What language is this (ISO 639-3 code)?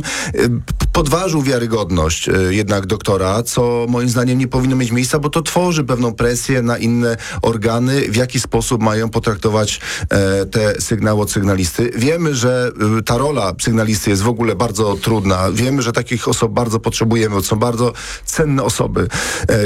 pol